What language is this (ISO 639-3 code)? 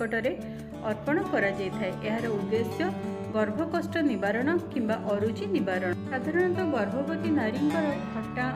ori